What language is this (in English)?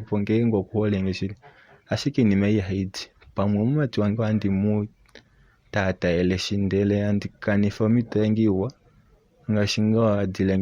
Kuanyama